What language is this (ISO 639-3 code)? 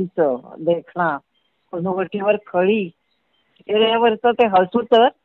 mar